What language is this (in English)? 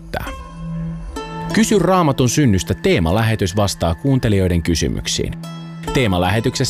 Finnish